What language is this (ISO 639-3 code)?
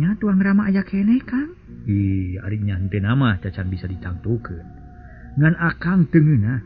sun